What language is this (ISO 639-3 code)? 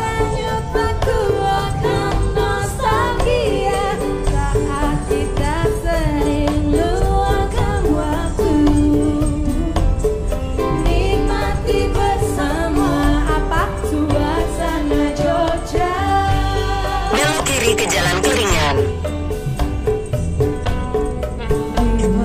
ind